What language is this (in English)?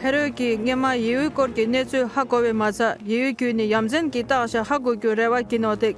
Tibetan